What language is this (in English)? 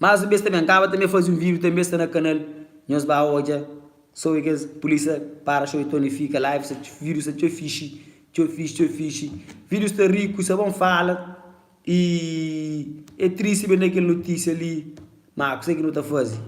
Kabuverdianu